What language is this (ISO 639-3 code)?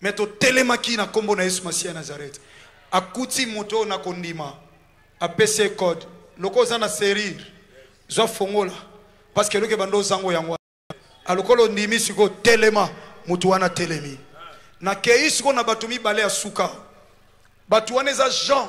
lin